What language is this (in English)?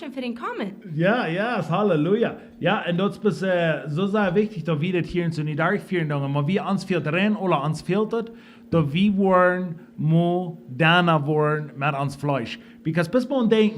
Plautdietsch